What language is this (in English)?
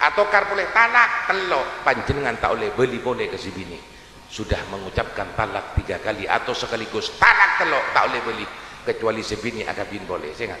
Madurese